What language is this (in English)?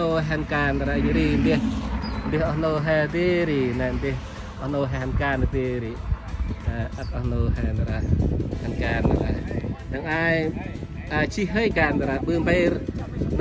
Central Mnong